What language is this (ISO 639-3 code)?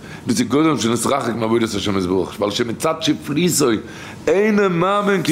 yid